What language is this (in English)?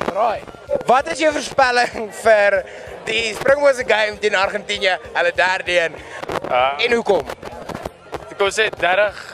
Afrikaans